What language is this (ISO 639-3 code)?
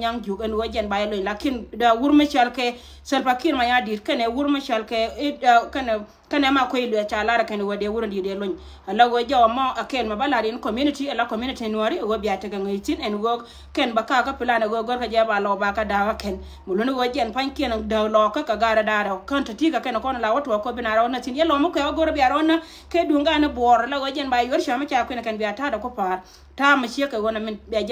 nus